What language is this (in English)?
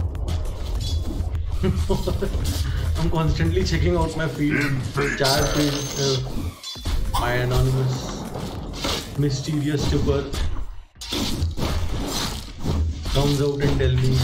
English